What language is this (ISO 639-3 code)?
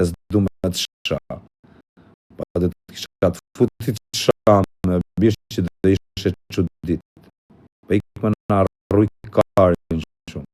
sqi